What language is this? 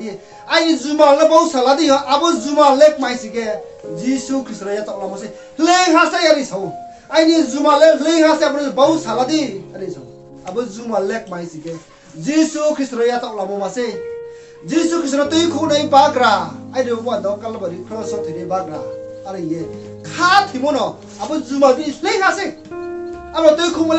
Riang (India)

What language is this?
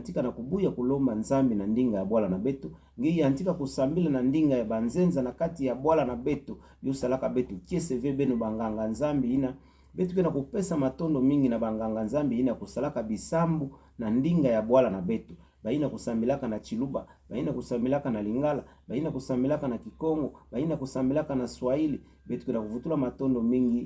Kituba (Democratic Republic of Congo)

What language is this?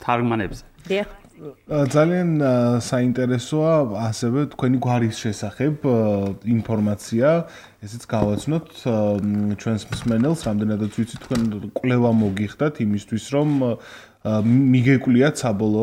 Georgian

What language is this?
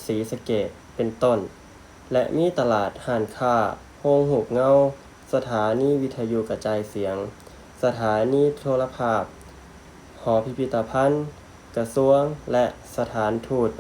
Lao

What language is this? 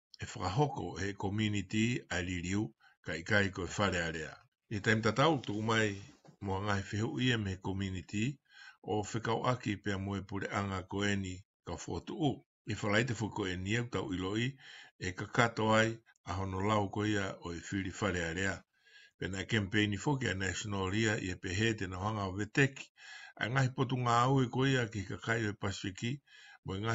Tongan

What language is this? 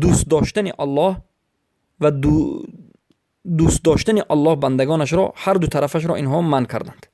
Persian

